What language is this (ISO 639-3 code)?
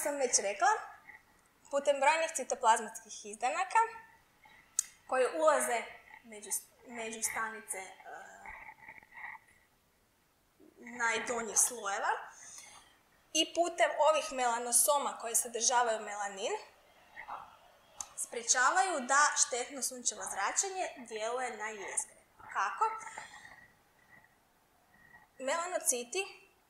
hrv